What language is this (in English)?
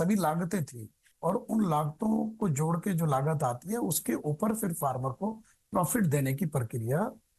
Hindi